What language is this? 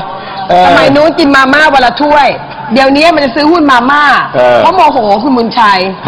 Thai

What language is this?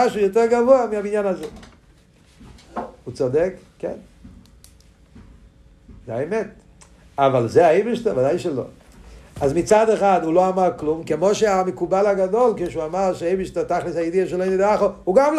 Hebrew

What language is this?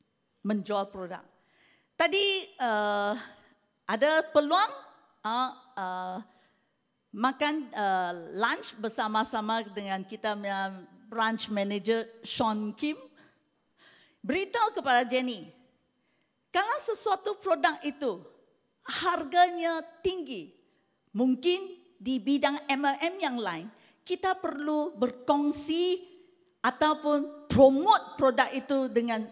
Malay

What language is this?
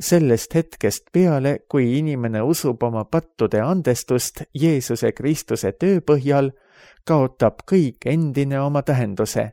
Estonian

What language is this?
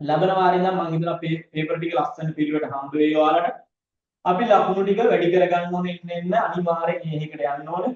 Sinhala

